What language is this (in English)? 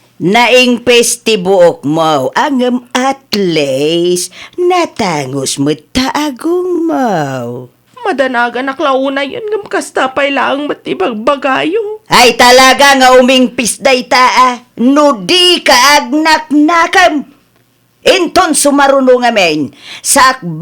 Iloko